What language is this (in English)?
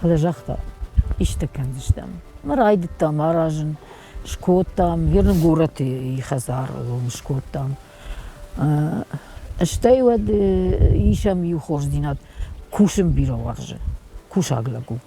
Ossetic